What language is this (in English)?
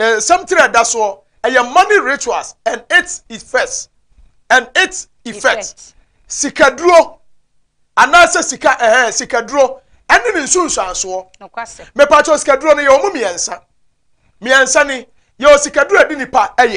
Akan